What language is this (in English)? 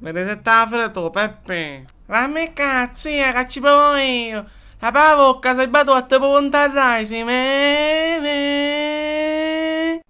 Sicilian